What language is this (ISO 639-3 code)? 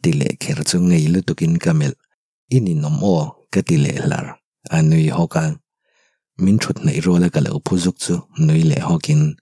lus